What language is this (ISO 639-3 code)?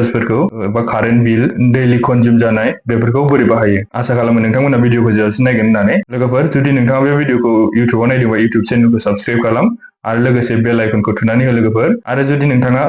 brx